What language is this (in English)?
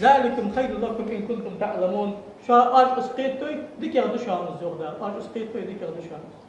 Ingush